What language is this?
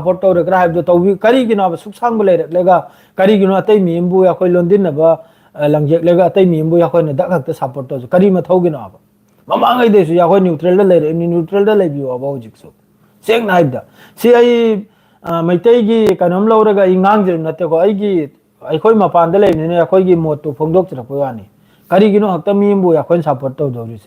Manipuri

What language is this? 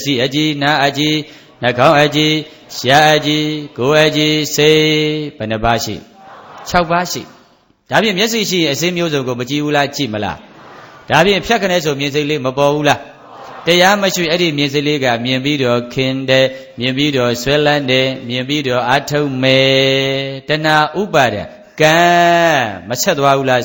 Burmese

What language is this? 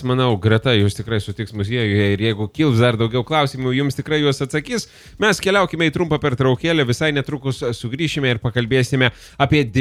Lithuanian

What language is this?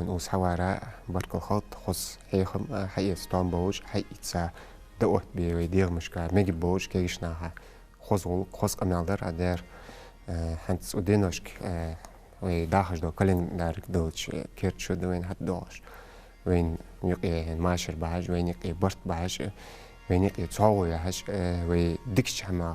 Ingush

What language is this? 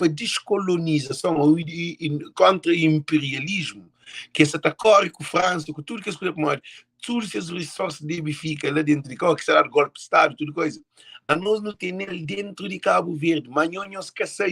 Kabuverdianu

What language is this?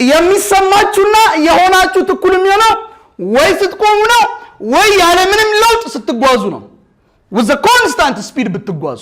Amharic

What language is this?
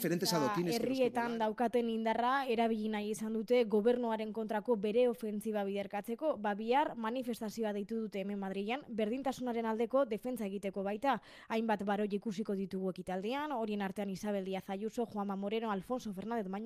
Basque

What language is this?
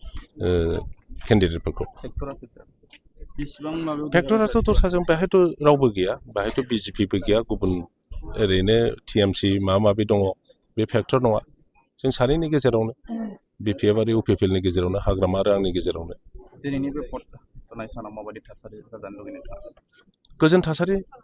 Bodo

